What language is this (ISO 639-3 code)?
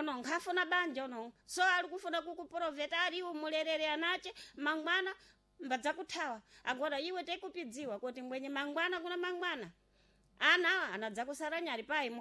seh